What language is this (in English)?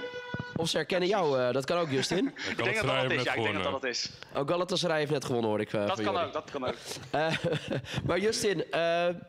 Dutch